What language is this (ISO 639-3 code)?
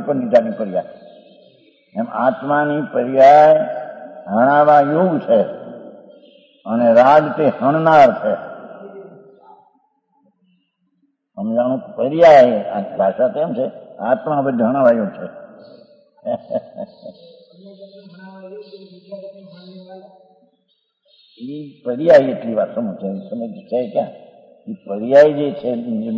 guj